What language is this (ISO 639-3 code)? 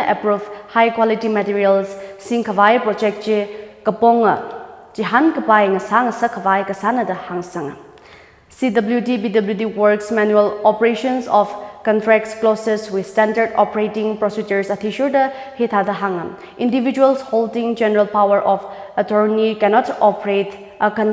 nmf